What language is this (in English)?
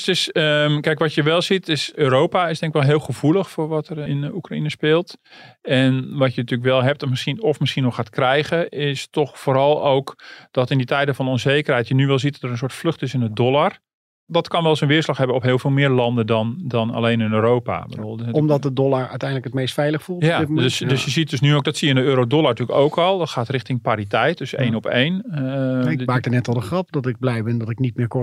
Dutch